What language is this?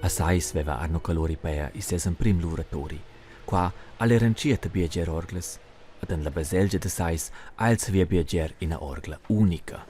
Romansh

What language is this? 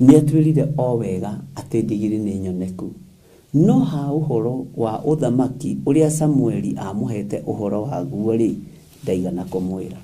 Kikuyu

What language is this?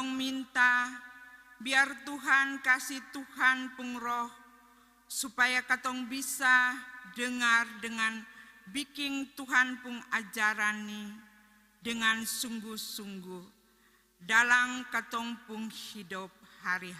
Ambonese Malay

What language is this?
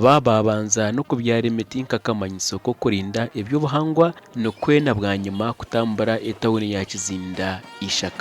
Nyankole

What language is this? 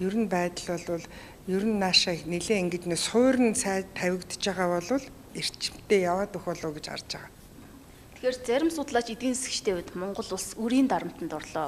Mongolian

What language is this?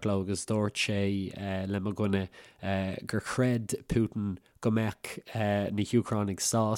Irish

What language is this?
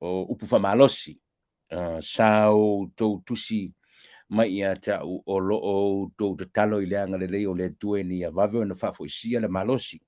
Samoan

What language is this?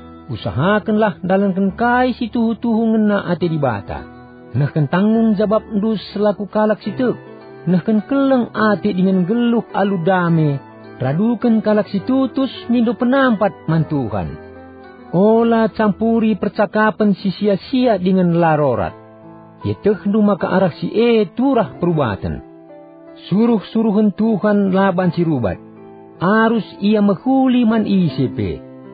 Batak Karo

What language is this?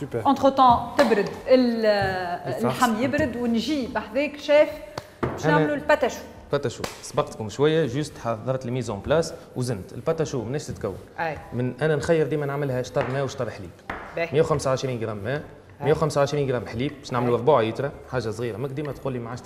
Tunisian Arabic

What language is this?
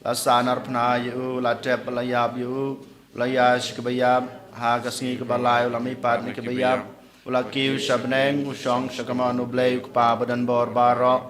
Khasi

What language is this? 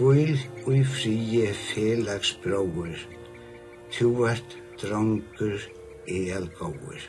Faroese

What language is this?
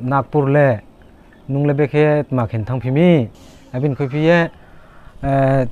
Riang (India)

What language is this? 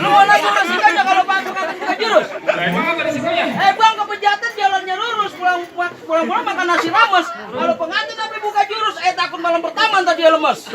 Betawi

